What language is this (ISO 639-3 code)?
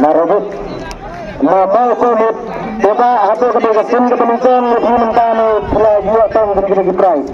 kha